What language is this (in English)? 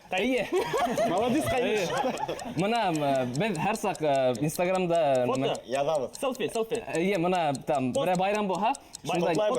Bashkir